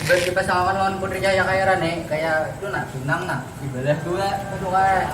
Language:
Banjar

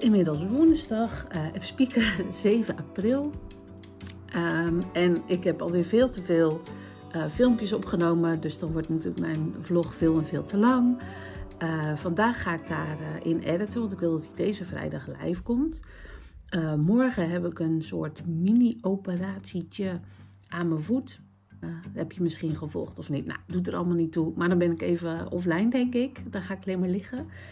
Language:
Dutch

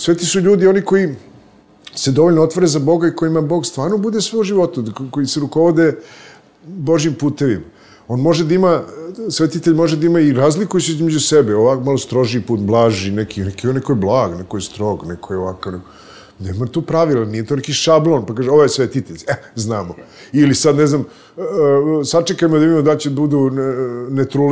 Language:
Serbian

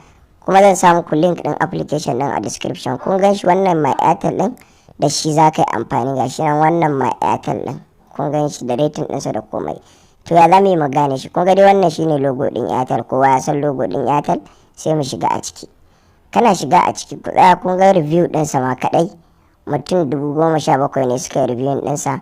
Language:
Hausa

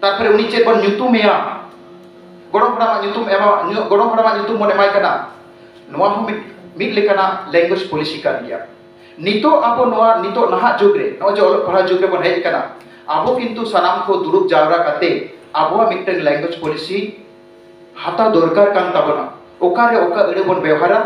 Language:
Santali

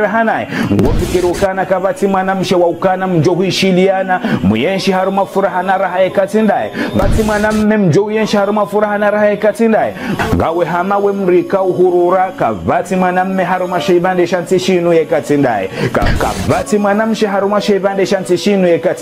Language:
Ngazidja Comorian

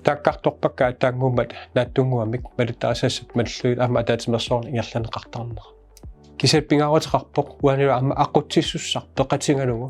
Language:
Kalaallisut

